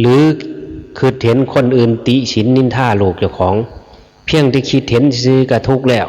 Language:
Northeastern Thai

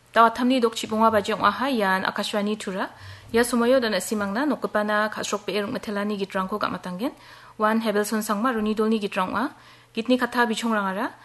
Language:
Garo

